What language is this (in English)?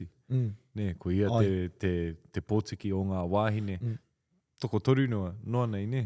Māori